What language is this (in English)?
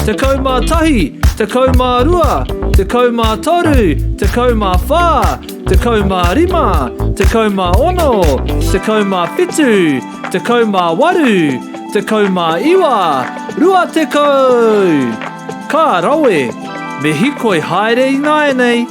Māori